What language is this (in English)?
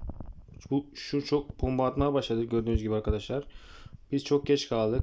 Turkish